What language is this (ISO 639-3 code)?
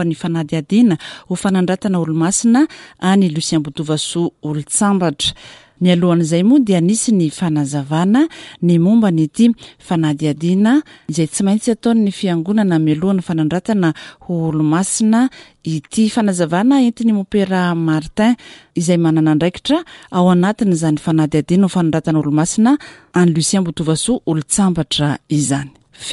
mlg